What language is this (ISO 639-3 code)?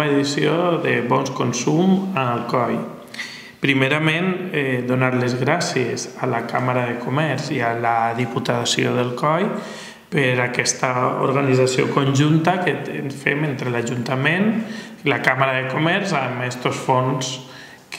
cat